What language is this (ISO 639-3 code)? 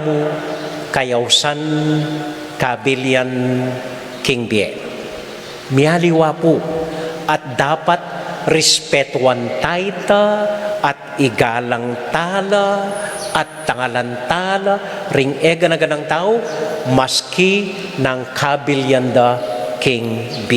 pam